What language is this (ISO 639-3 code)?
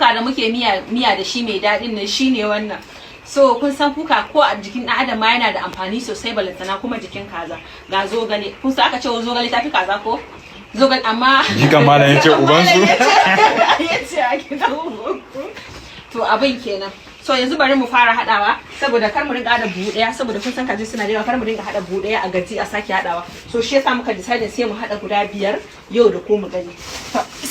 hau